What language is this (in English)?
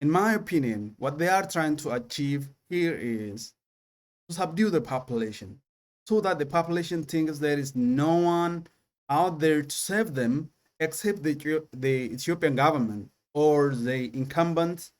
English